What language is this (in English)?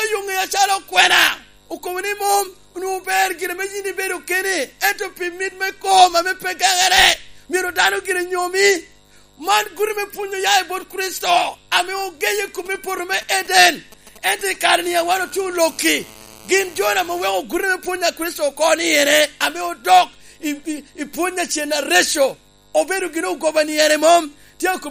Lango (Uganda)